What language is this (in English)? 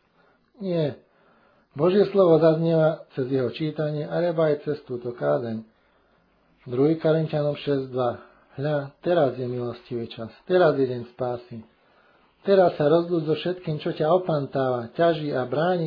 Slovak